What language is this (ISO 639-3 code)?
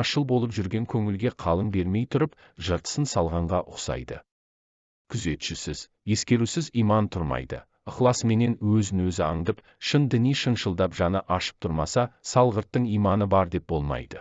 kaz